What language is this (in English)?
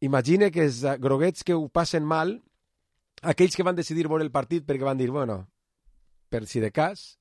Catalan